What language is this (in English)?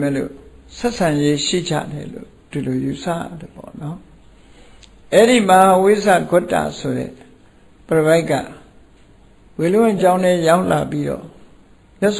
Burmese